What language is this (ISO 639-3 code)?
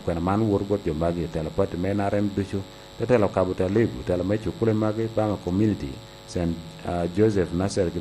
laj